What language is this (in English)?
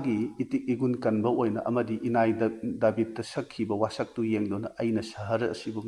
Manipuri